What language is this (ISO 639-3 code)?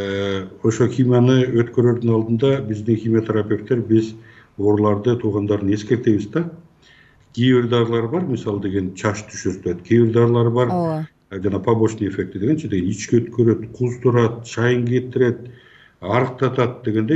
kir